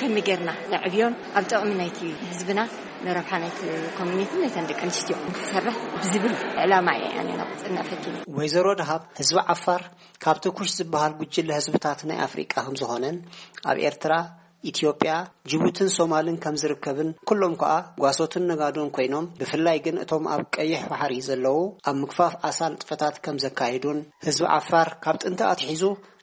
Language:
Tigrinya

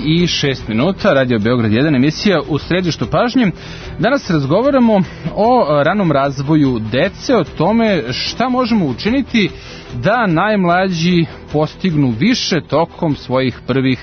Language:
Serbian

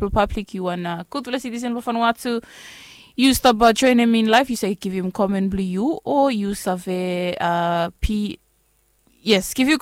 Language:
Bislama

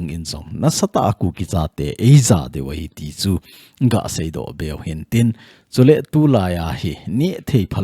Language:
Thado Chin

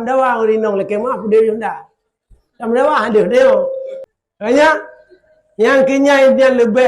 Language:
Achinese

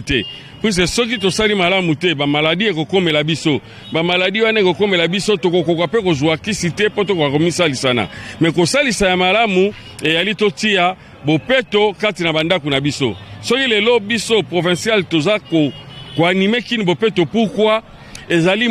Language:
Lingala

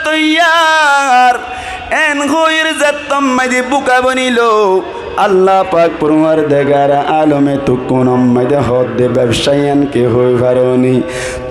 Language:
Rohingya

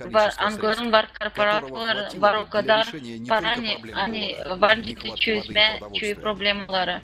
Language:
Gagauz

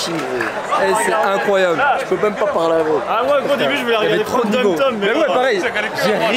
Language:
French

